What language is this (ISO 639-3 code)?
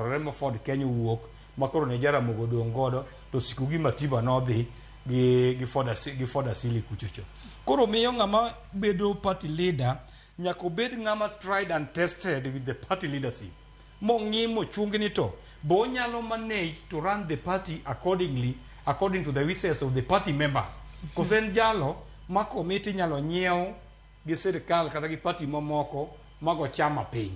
luo